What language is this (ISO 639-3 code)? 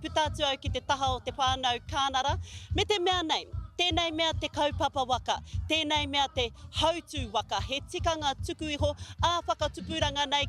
mri